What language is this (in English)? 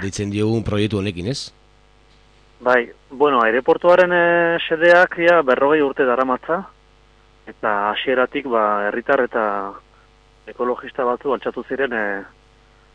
Basque